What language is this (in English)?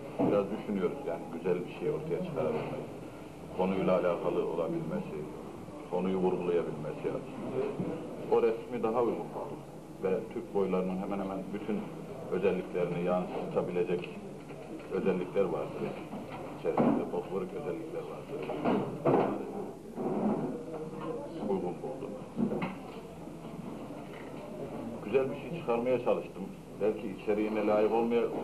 Turkish